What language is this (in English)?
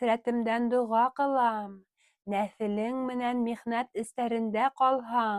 Bashkir